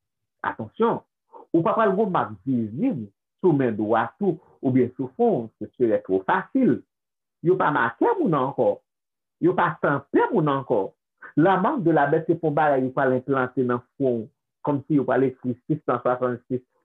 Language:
Haitian Creole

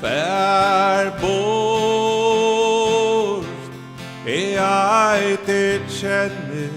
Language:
Faroese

